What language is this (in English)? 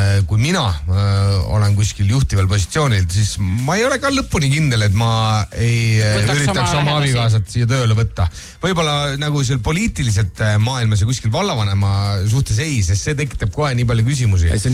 Estonian